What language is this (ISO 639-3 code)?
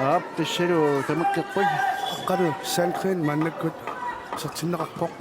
kal